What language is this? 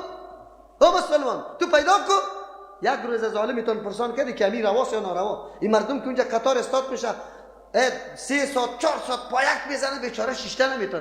Persian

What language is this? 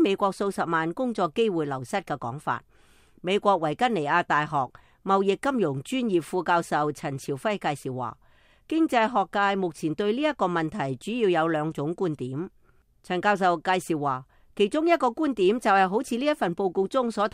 Cantonese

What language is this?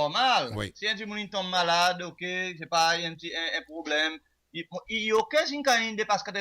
Seselwa Creole French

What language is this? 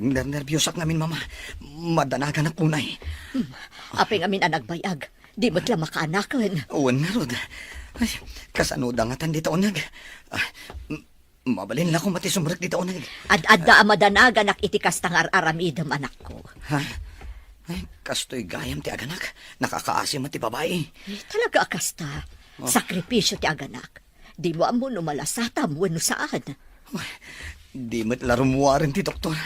Iloko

